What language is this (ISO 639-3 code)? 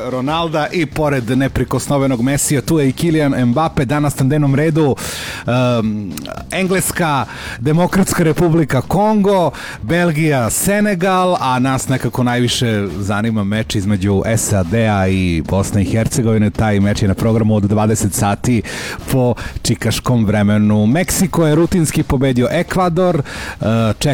srp